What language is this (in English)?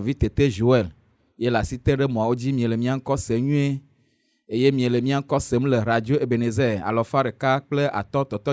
Ewe